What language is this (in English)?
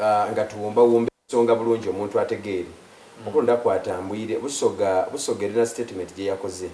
Soga